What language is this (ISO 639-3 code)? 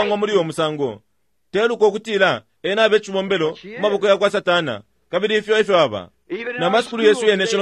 bem